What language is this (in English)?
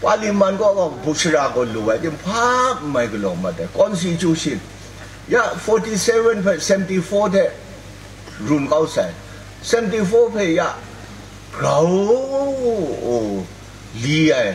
Kachin